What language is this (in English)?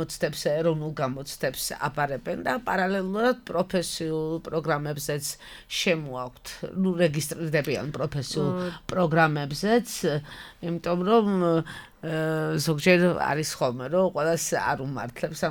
Georgian